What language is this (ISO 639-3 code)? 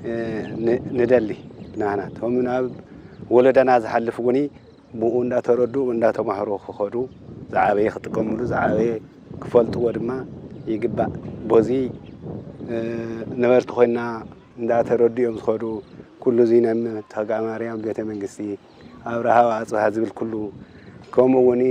tir